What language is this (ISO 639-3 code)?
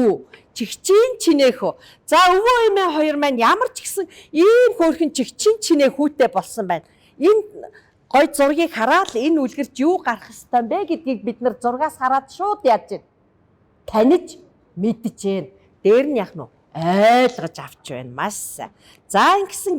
mon